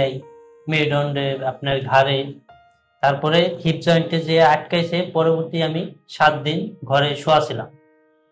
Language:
Bangla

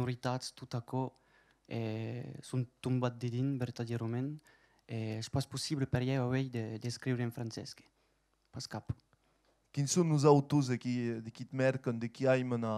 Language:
Occitan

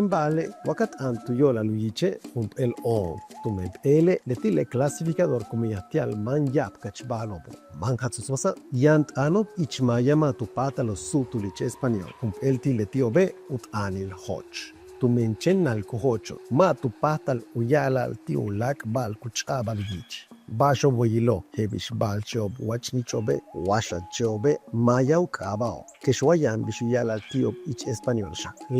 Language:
Yucateco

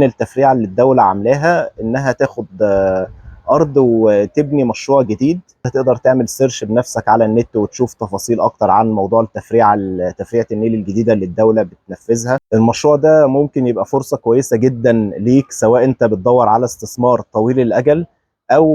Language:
Egyptian Arabic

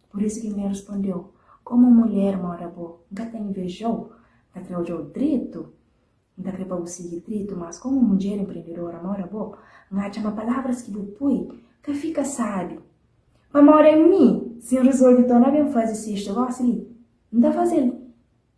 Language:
Kabuverdianu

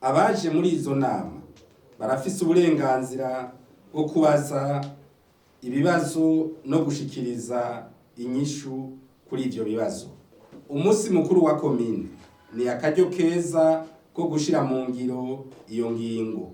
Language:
Rundi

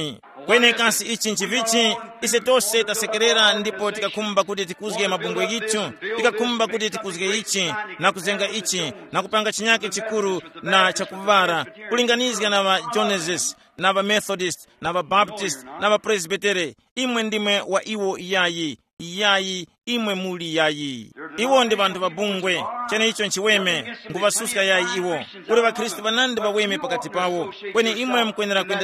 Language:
Tumbuka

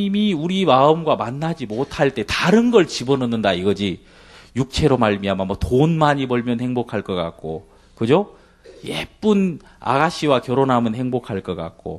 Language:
Korean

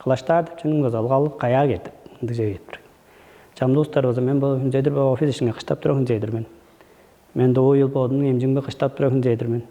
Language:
Tuvinian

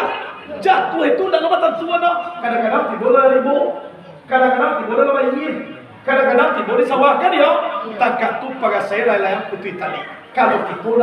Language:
Minangkabau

